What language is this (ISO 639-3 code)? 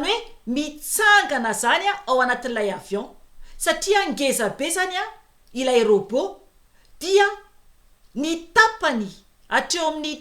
mlg